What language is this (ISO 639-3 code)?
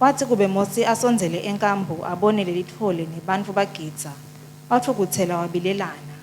ssw